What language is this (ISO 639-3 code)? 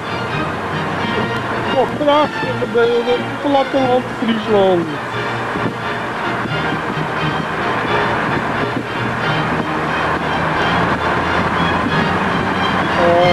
nld